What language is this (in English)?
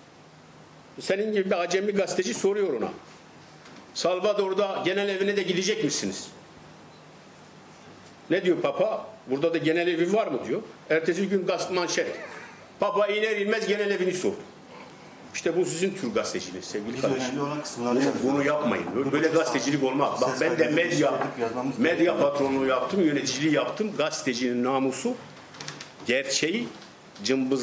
Turkish